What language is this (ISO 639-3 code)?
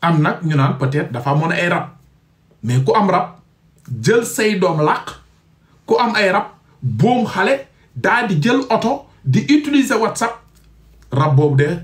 wol